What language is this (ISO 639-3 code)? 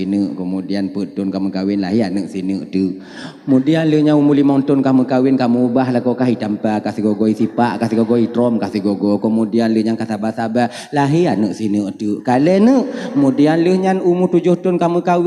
ace